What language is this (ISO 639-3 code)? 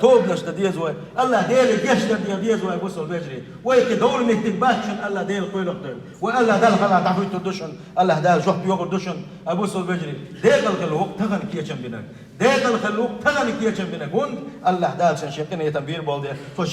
che